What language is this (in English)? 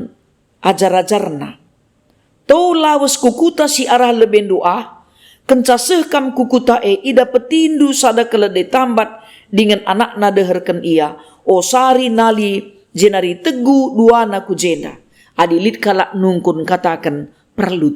Batak Karo